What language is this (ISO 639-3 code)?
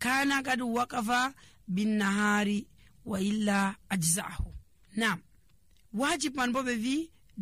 fuv